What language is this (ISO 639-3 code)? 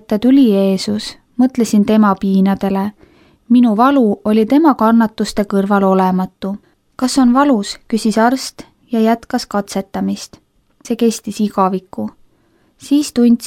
est